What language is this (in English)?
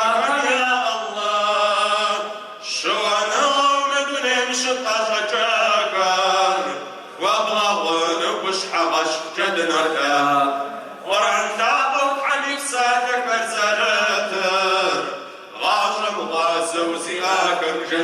Kabardian